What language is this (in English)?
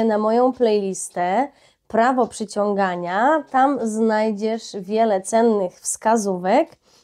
Polish